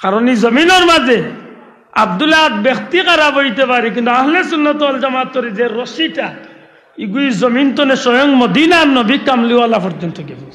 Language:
Sylheti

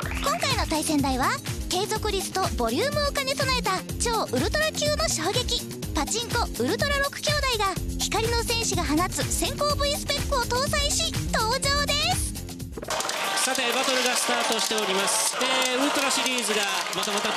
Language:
Japanese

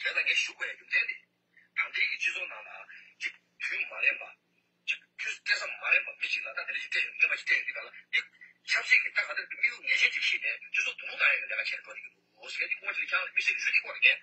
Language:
Tibetan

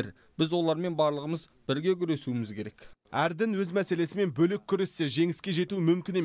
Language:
Kazakh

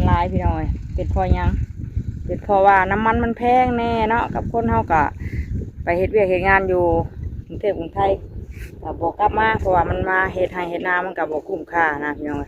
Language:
Northeastern Thai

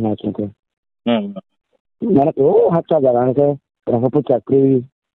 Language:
Riang (India)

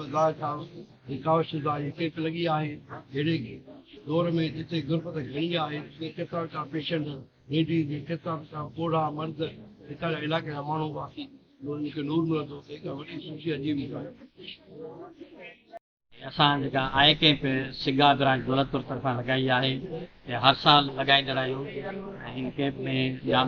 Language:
Sindhi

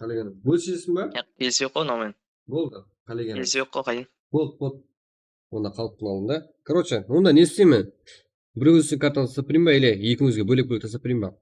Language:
Kara-Kalpak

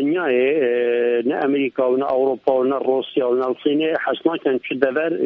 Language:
Kurdish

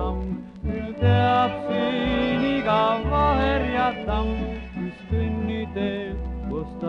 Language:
Estonian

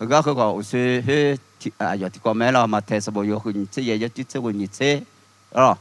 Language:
Akha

